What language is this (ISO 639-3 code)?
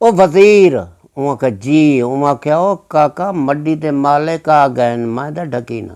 skr